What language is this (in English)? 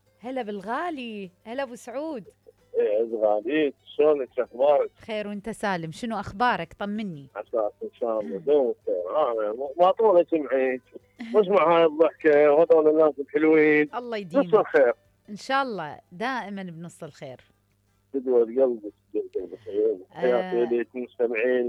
Mesopotamian Arabic